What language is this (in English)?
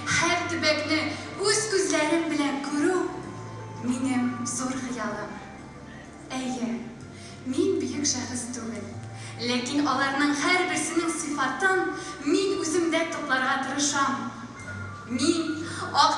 Tatar